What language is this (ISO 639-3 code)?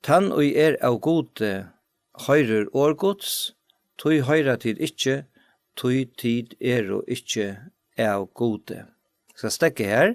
fao